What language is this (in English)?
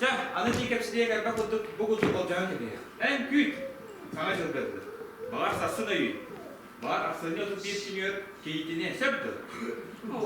Yakut